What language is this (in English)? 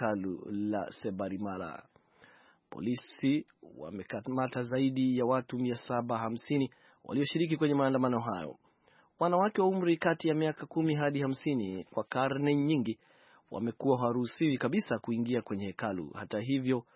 Swahili